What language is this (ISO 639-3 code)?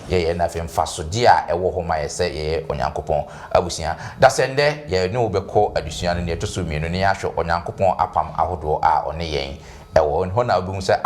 aka